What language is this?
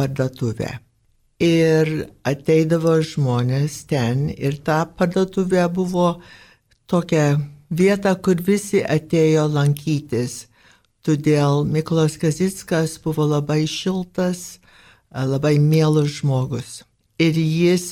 Lithuanian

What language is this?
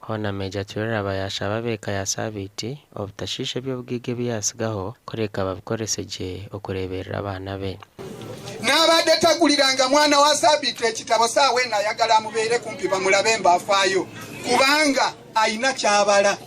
Nyankole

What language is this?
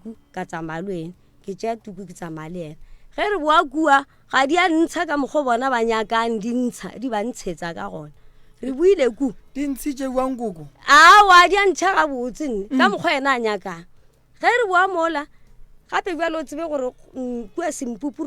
Northern Sotho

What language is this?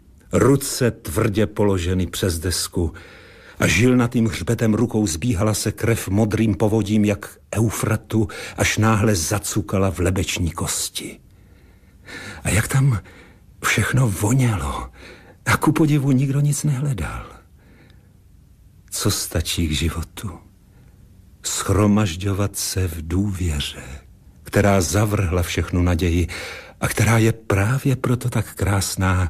Czech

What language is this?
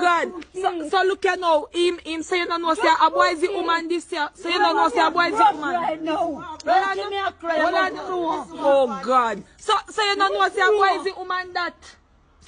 Jamaican Creole English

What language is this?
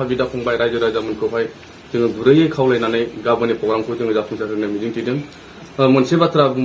Bodo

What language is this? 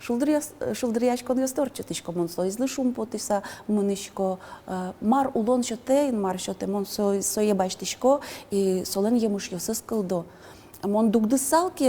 Udmurt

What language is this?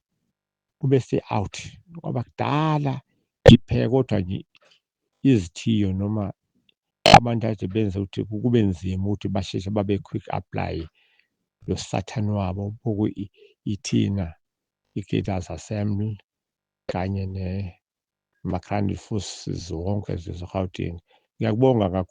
Zulu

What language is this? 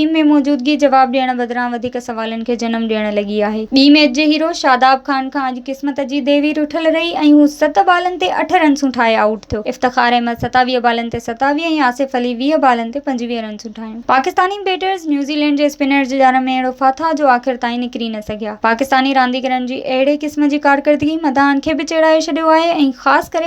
Sindhi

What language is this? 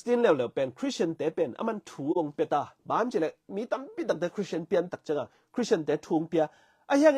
Tedim Chin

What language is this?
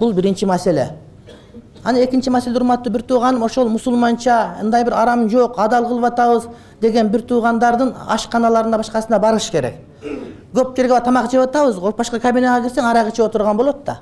Kyrgyz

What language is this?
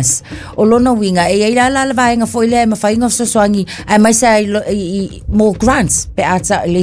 Samoan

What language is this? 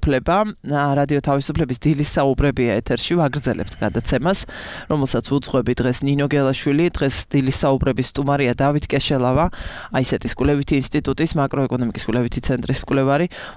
Georgian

